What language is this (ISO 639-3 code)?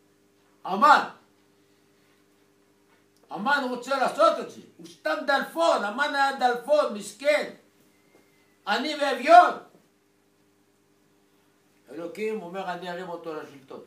heb